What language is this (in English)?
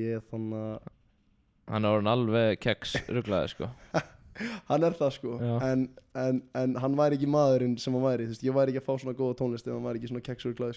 Icelandic